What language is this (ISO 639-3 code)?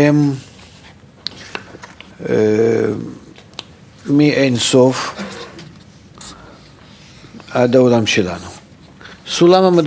heb